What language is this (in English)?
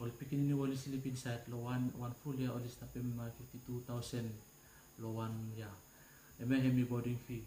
Bislama